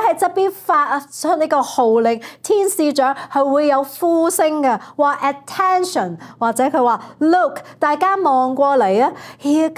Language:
Cantonese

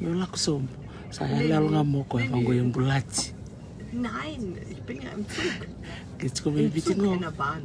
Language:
Fijian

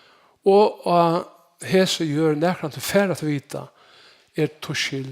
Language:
Faroese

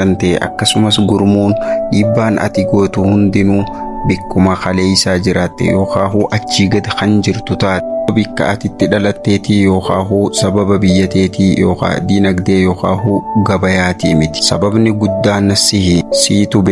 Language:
Oromo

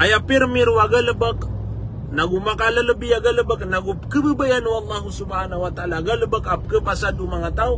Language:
Maranao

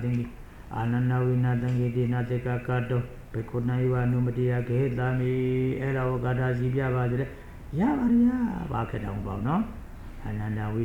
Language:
Burmese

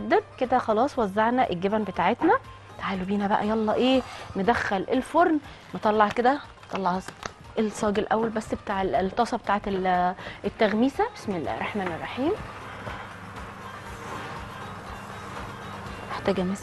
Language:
Egyptian Arabic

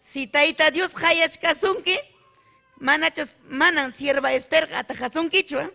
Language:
Ayacucho Quechua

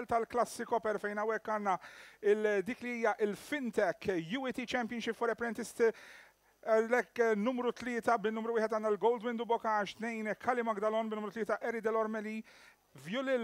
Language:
Maltese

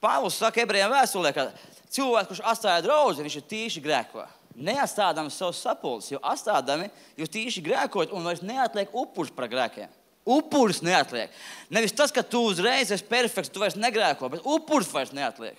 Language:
Latvian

